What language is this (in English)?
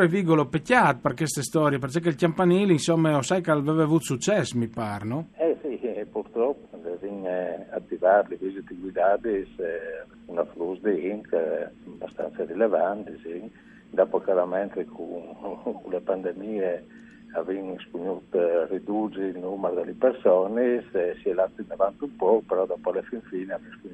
Friulian